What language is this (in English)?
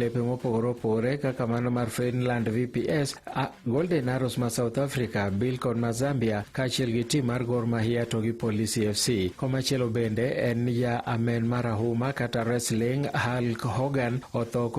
Luo (Kenya and Tanzania)